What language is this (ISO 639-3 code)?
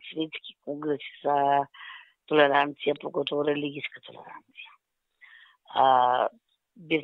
mkd